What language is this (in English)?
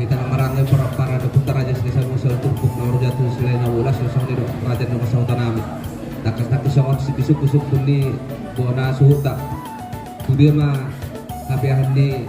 Batak Toba